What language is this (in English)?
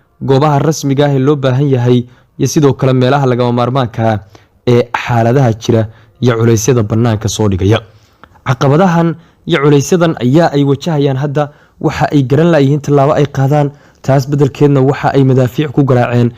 Somali